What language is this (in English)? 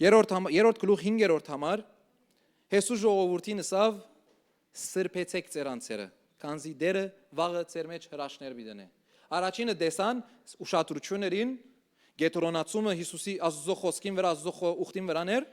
Western Armenian